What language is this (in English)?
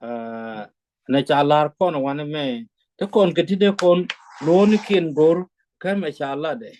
Nuer